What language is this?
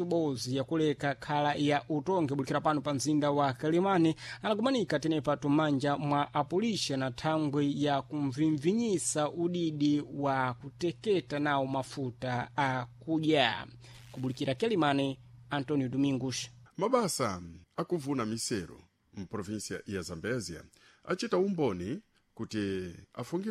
Sena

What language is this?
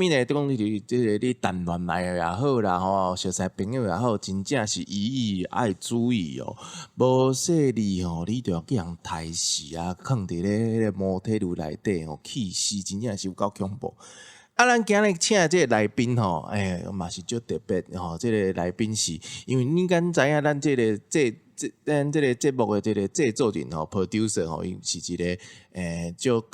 Min Nan Chinese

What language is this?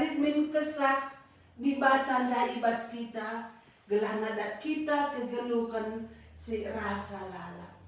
Batak Karo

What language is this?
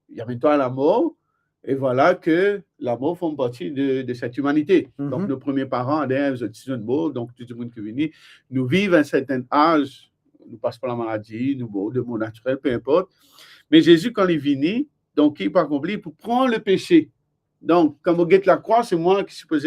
Morisyen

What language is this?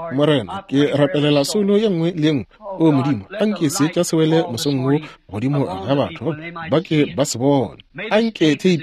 Northern Sotho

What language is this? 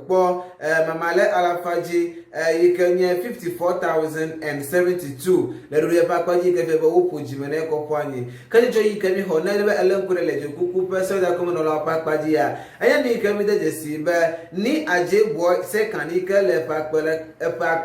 Ewe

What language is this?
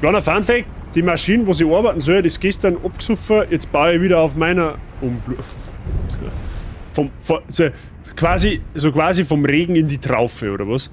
Bavarian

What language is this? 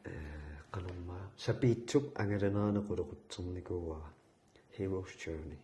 Kalaallisut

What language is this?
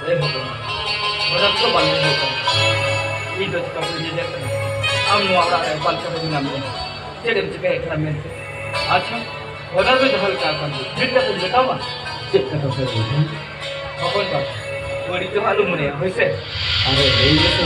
Santali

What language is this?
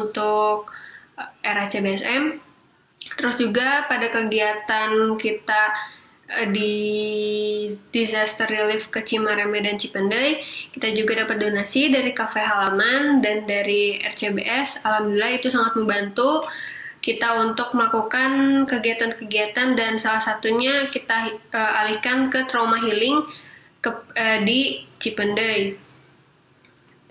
Indonesian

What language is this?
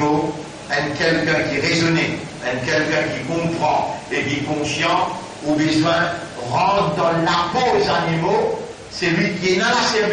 Morisyen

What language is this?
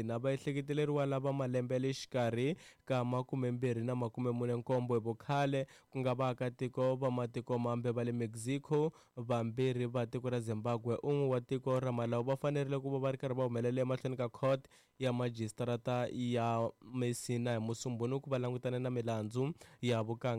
Tsonga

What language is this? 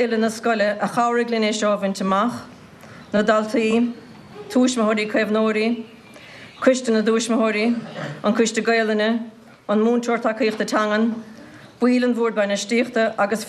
Irish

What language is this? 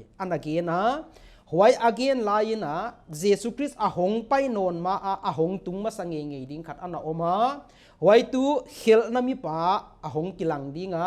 Paite Chin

